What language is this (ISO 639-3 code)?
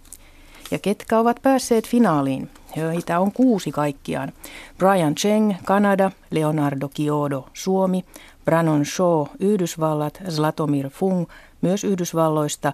fin